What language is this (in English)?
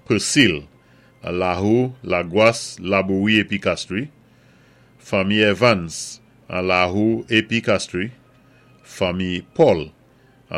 Saint Lucian Creole French